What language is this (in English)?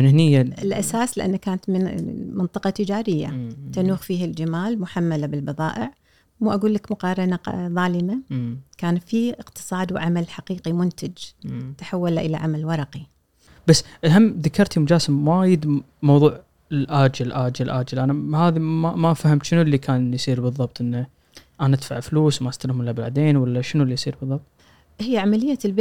Gulf Arabic